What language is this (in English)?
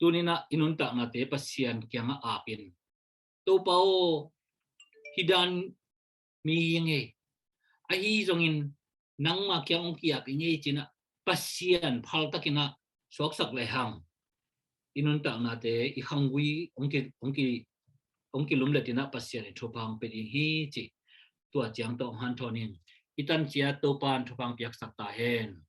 Tedim Chin